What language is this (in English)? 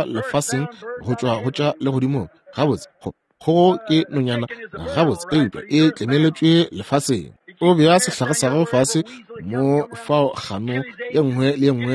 Northern Sotho